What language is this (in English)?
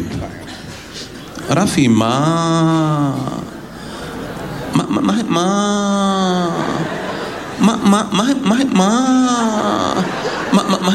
Hebrew